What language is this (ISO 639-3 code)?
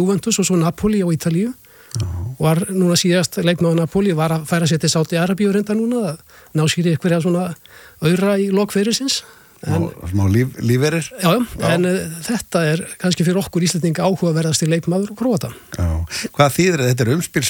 isl